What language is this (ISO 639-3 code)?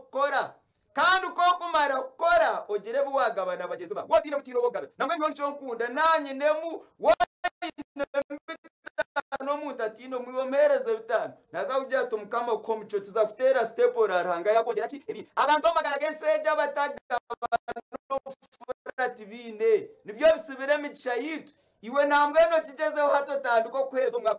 nyn